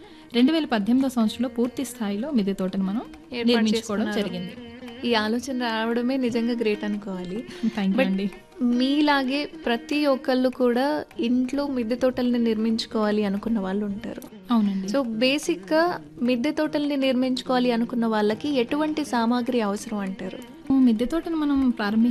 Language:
Telugu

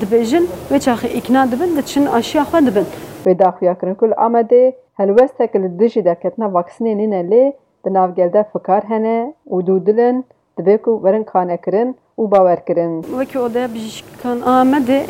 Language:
Kurdish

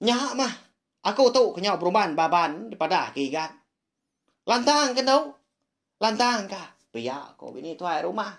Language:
Iban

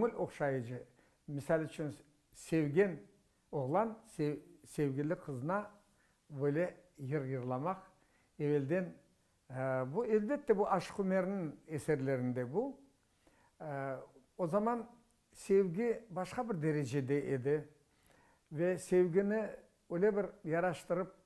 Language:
Crimean Tatar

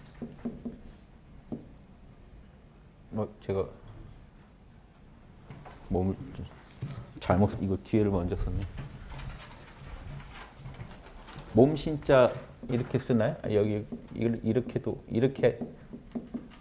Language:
Korean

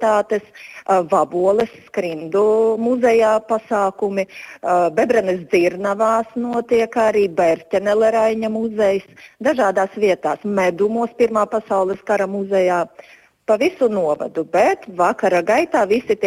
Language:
Latvian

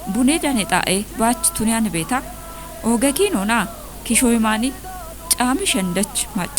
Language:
Kafa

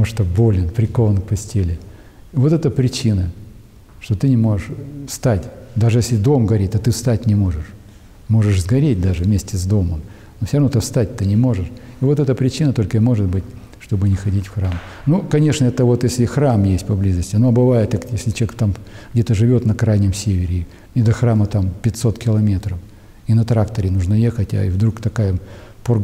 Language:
Russian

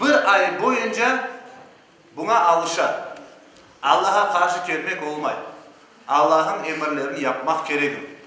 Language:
Crimean Tatar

